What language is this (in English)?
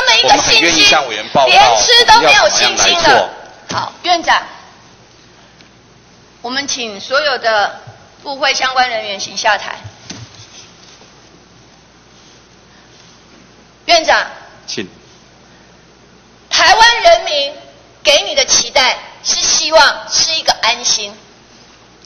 Chinese